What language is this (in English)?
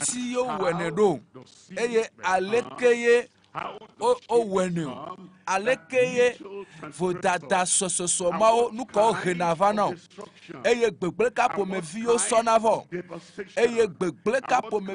Ewe